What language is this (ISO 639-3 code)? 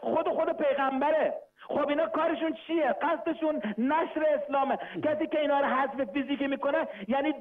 fas